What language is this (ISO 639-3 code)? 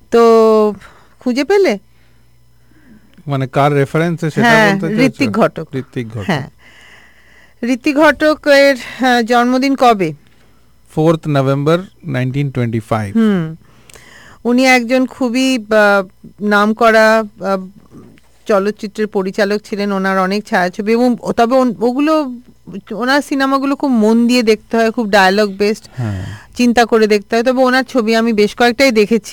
ben